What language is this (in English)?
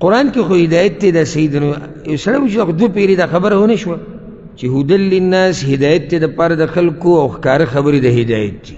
Pashto